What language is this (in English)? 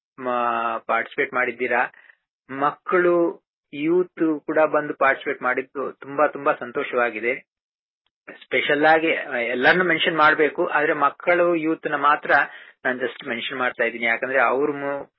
Kannada